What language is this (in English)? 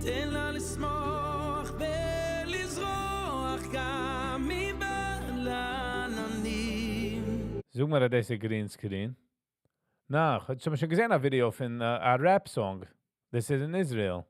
Yiddish